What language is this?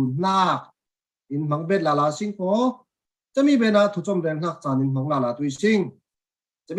Falam Chin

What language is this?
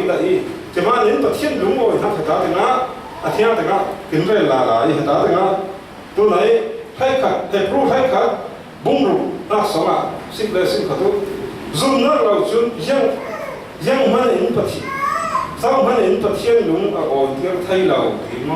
Falam Chin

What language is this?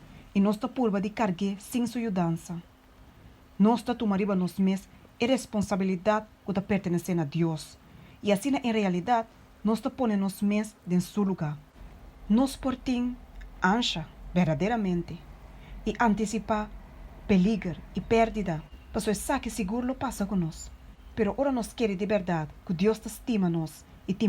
Papiamento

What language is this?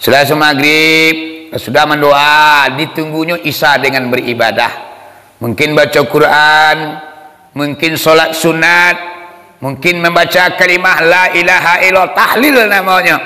Minangkabau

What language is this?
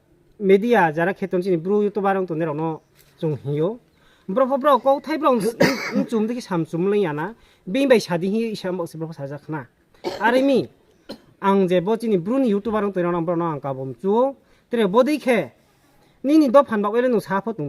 Kok Borok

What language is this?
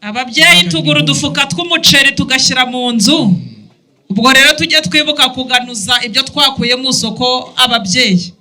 Kinyarwanda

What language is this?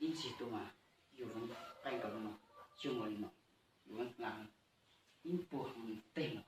Hmong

